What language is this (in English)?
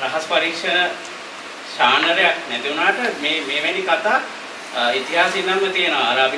Sinhala